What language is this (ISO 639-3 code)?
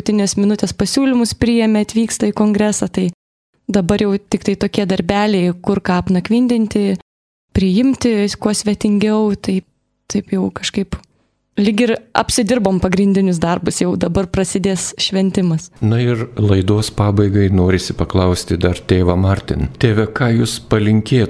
lit